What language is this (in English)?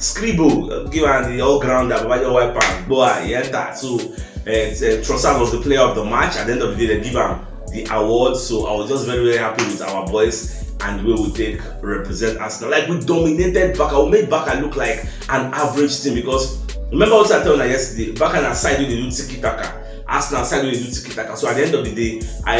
Nigerian Pidgin